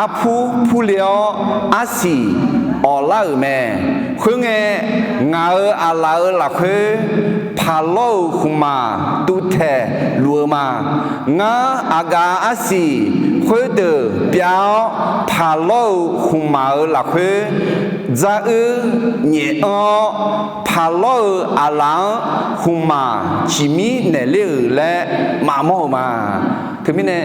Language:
Akha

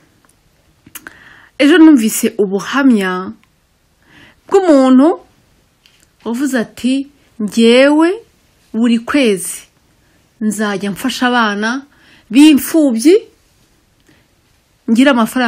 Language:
Kinyarwanda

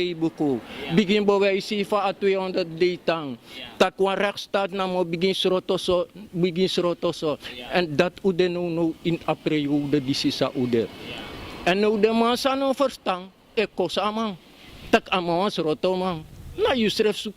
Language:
Sranan Tongo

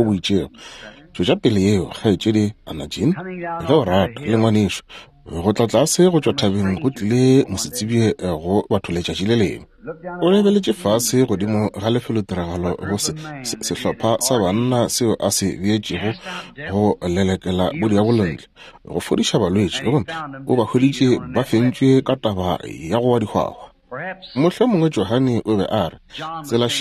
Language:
Northern Sotho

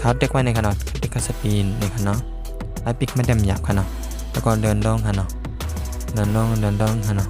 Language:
Shan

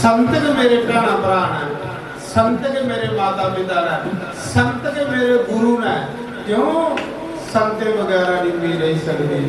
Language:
Dogri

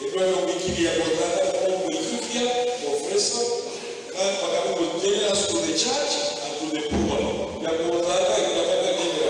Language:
Nyankole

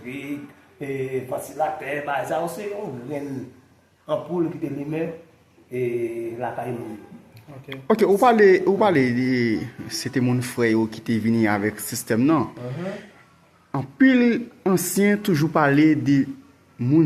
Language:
Haitian Creole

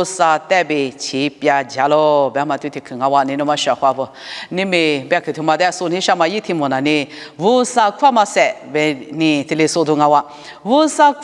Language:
Lisu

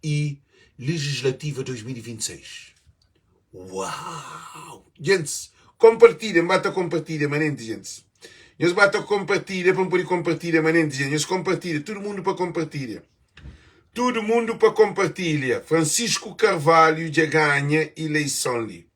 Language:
Kabuverdianu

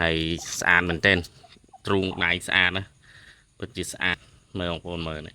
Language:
Khmer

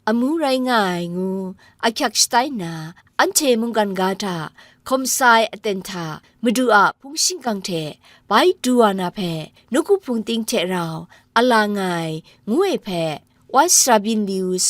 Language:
Kachin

